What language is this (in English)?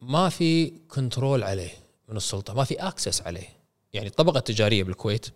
Gulf Arabic